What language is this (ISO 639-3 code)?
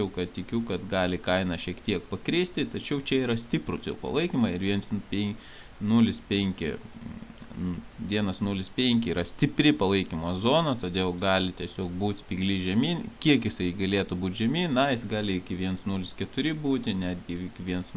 lit